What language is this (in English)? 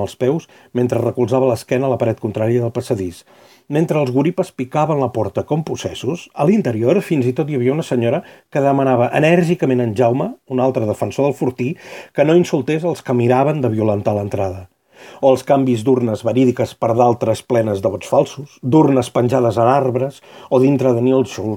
Catalan